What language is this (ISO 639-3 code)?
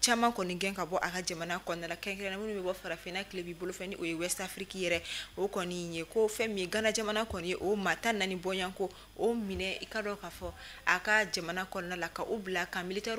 bam